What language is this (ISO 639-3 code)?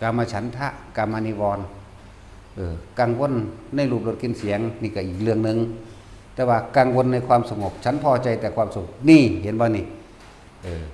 tts